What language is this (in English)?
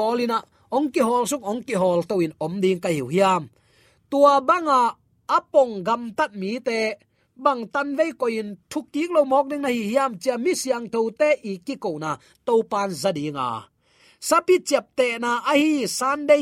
Tedim Chin